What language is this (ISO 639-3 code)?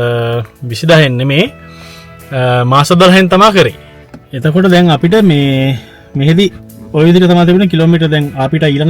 sin